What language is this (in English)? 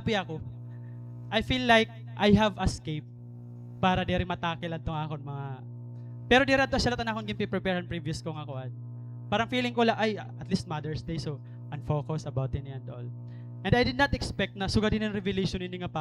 Waray